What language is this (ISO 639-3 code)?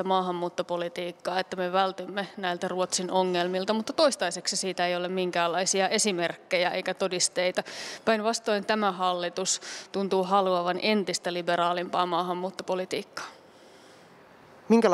fin